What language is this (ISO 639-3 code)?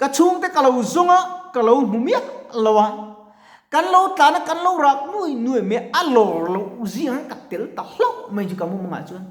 lus